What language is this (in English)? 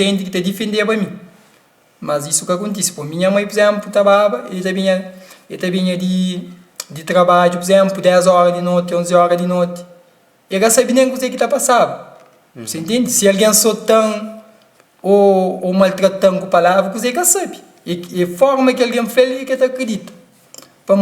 Kabuverdianu